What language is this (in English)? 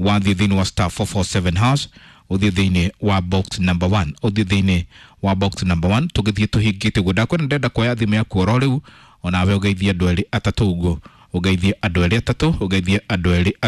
Kikuyu